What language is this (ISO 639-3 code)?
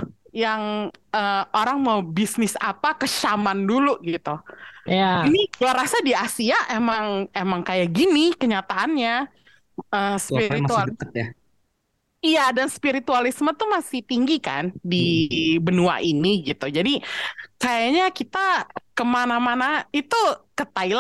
ind